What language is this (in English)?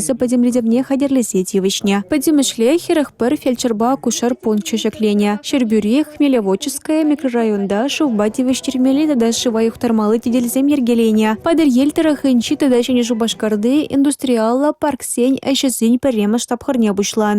Chuvash